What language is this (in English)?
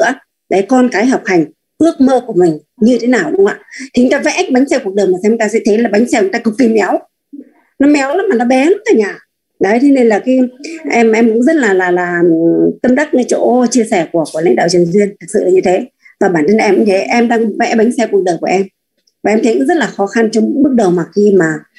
Vietnamese